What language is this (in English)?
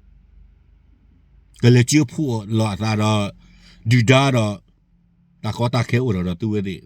S'gaw Karen